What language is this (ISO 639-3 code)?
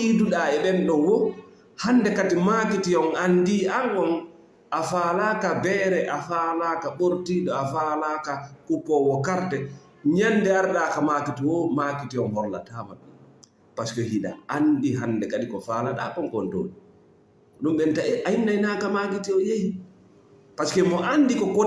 ful